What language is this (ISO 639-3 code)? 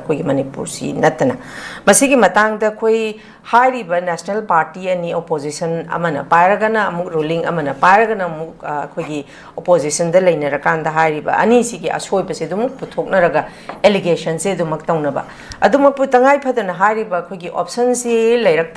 mni